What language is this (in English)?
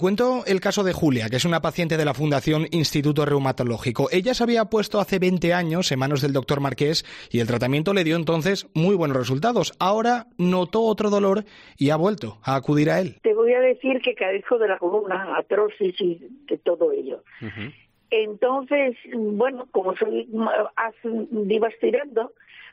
Spanish